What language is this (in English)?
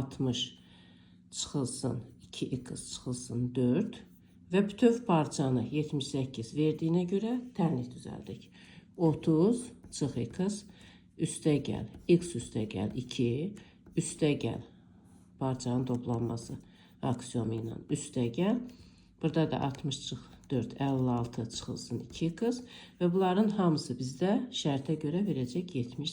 Azerbaijani